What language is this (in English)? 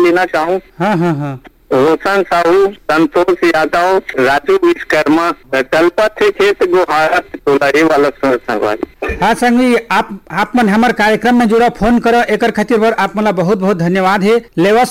Chhattisgarhi